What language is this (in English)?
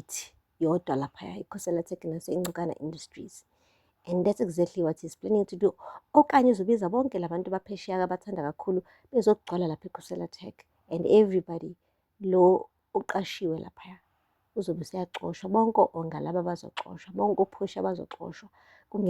Zulu